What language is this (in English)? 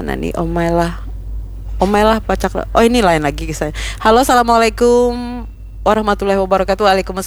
Banjar